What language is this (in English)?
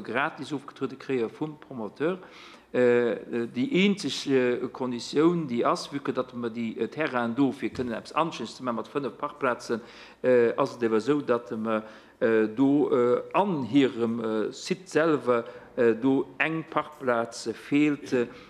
Luxembourgish